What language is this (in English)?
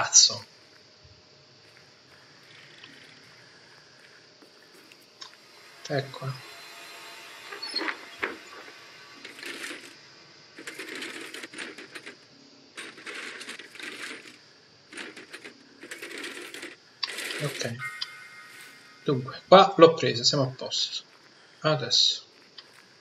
Italian